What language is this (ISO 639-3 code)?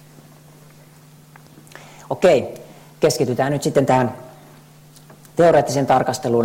fin